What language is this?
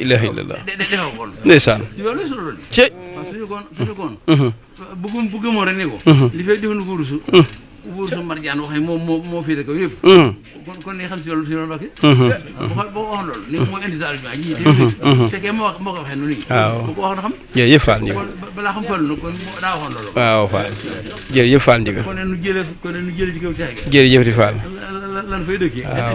Wolof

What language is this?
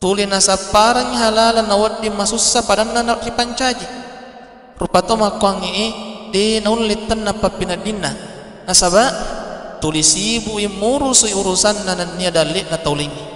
Buginese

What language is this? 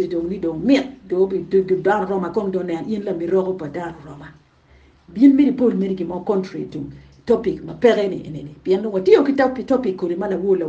Acoli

